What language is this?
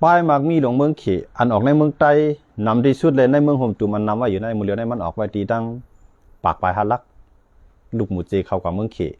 Shan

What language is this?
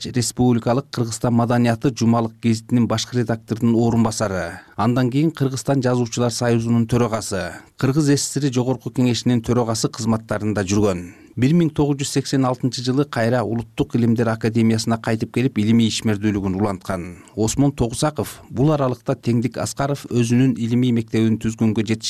Kyrgyz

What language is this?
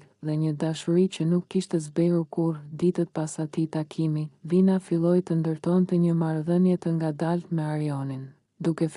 Albanian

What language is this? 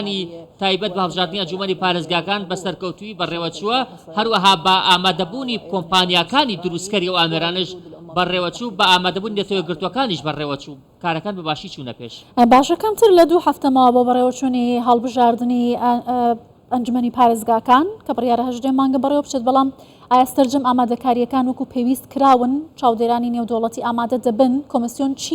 Central Kurdish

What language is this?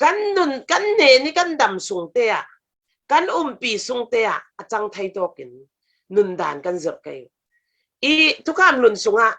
Falam Chin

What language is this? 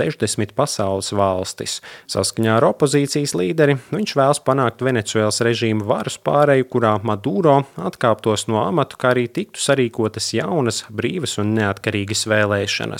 Latvian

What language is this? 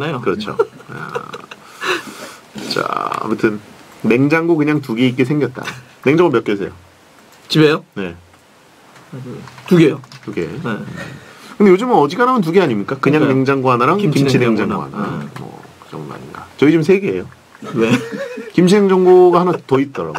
Korean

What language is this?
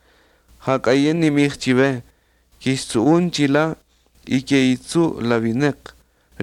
Kaqchikel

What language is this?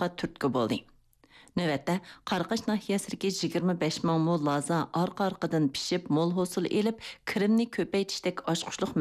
Uyghur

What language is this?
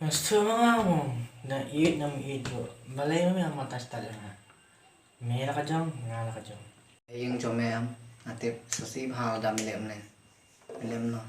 Khasi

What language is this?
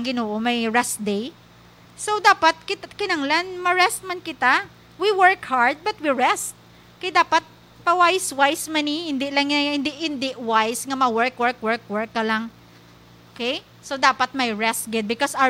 Hiligaynon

